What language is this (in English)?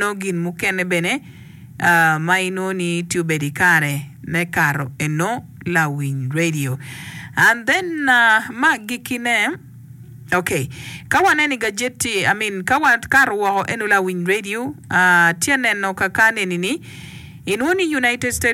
Acoli